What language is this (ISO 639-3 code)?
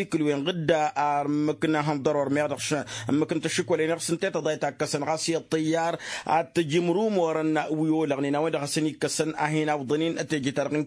taq